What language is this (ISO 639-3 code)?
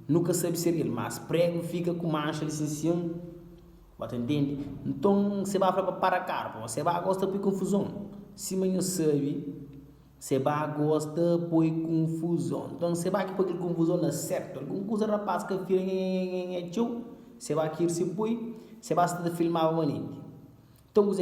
kea